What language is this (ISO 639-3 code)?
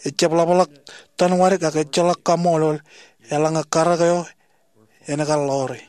mah